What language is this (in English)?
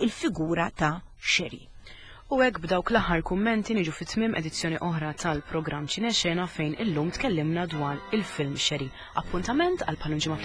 Maltese